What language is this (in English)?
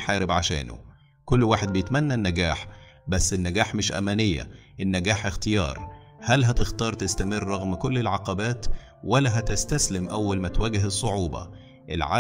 Egyptian Arabic